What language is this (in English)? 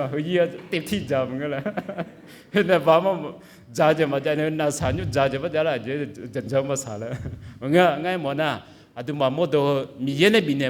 Akha